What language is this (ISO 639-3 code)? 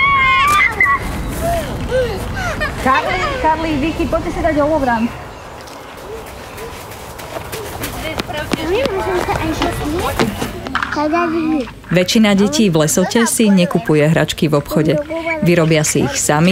slk